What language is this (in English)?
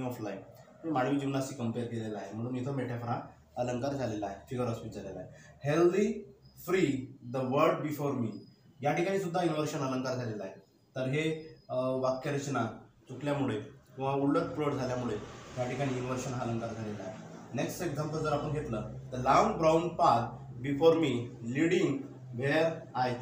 Marathi